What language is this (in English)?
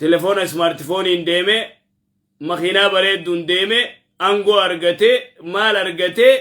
Oromo